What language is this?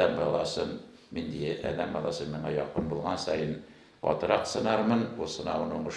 Tatar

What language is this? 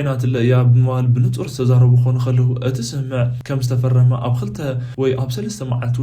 Tigrinya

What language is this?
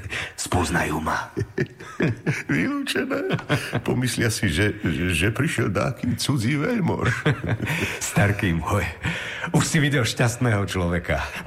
Slovak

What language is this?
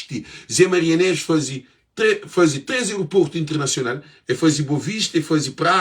Kabuverdianu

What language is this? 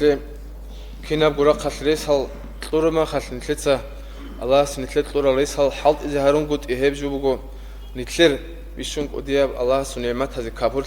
Avaric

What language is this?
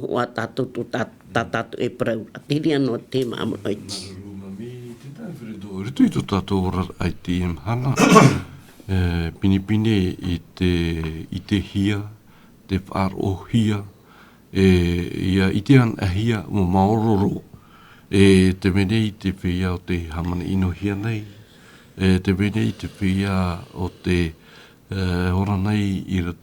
Tahitian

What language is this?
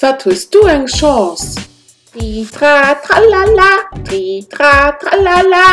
Luxembourgish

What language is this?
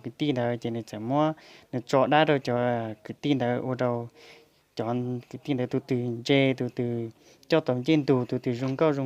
Hmong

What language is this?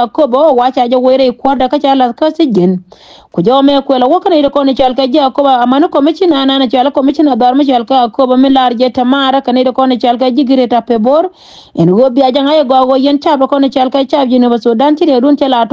Nuer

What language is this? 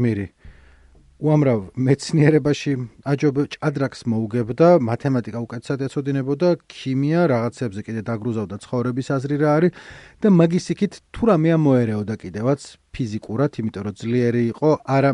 Georgian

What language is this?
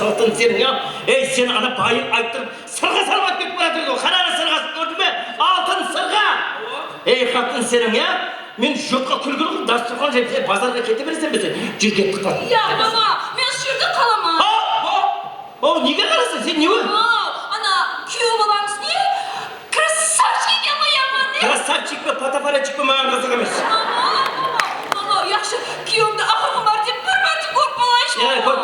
Kara-Kalpak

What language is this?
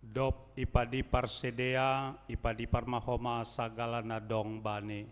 Batak Simalungun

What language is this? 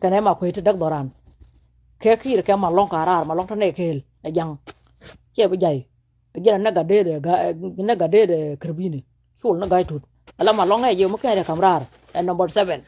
Nuer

